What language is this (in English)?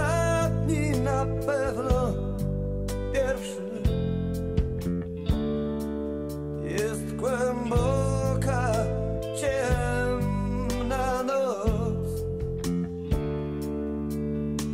Polish